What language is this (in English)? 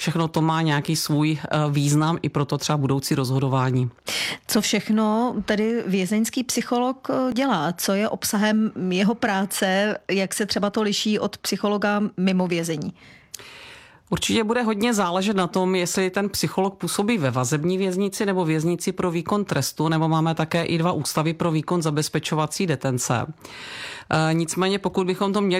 Czech